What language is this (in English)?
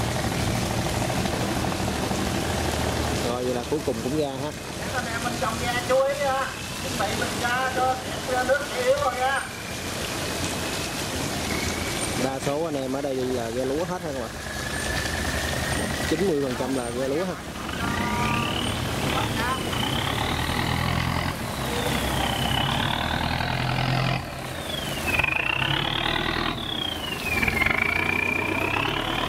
Vietnamese